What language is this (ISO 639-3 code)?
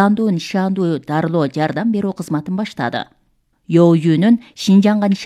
kir